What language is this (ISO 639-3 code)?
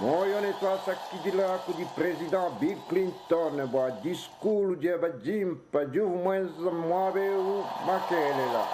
lua